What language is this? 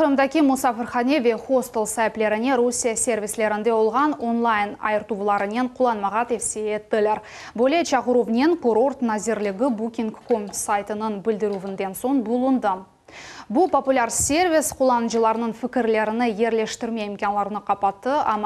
Crimean Tatar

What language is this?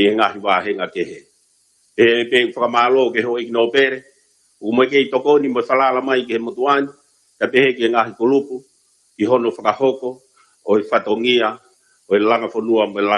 Tongan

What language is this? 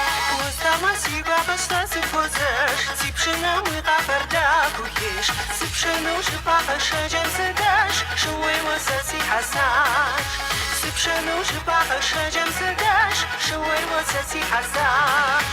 Kabardian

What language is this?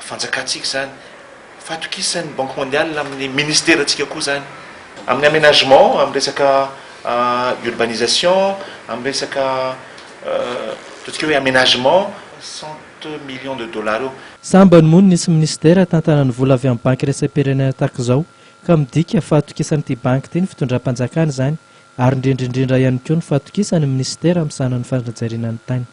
Malagasy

